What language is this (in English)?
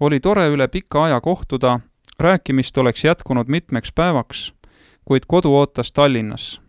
Estonian